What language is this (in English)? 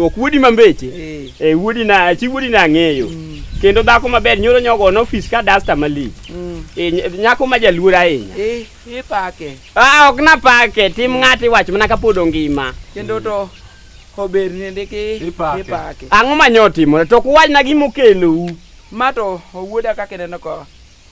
Luo (Kenya and Tanzania)